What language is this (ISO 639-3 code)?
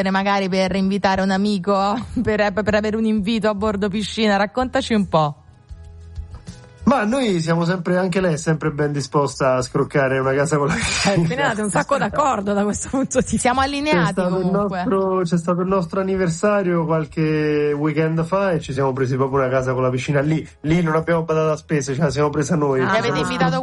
ita